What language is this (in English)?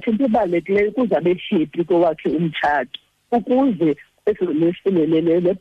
Xhosa